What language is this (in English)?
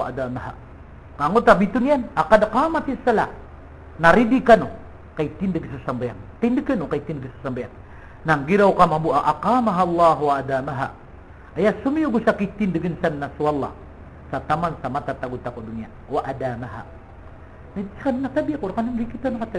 Maranao